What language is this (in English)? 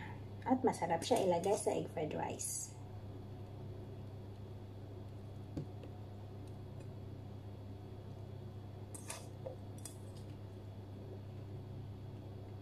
Filipino